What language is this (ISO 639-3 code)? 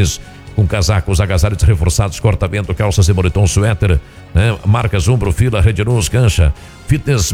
por